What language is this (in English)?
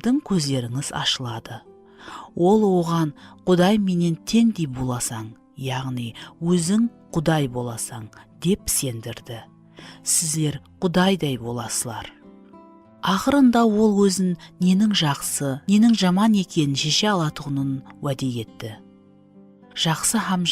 Kara-Kalpak